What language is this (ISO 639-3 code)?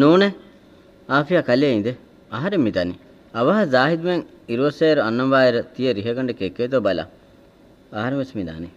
div